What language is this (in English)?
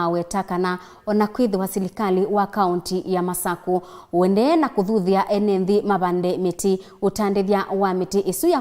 Kamba